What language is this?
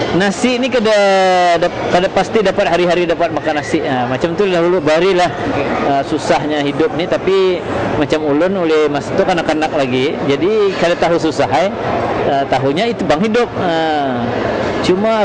Banjar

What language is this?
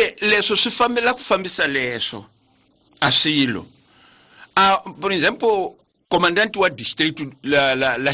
Tsonga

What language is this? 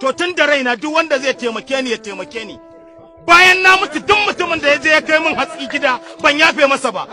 Hausa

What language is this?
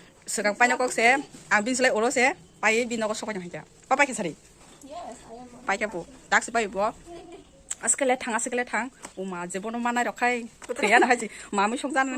Kok Borok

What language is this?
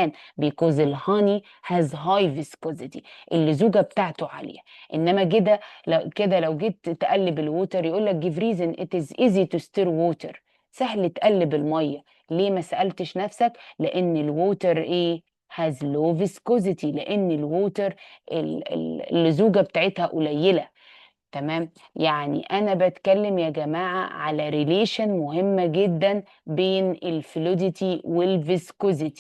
Egyptian Arabic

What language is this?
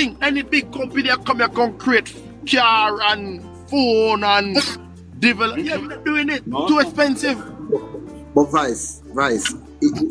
Jamaican Creole English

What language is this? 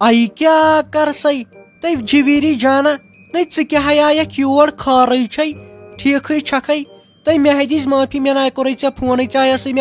Kashmiri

